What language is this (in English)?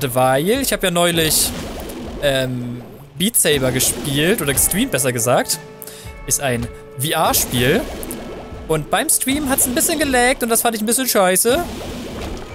German